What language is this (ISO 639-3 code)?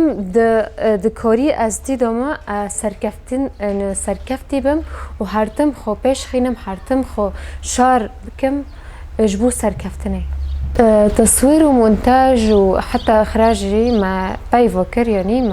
kur